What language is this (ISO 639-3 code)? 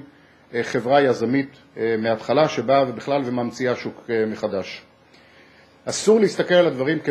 heb